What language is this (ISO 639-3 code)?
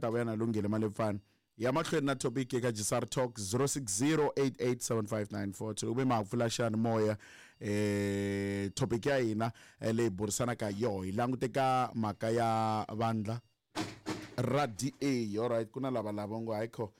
tso